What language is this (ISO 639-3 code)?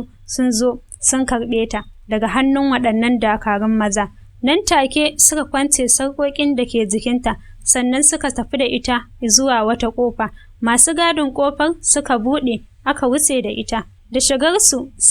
hau